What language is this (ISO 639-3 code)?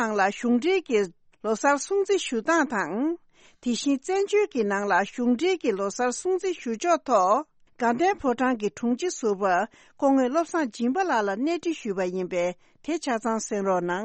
bod